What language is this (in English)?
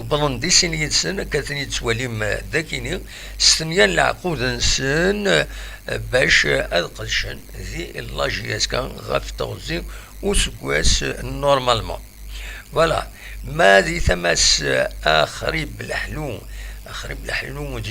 Kabyle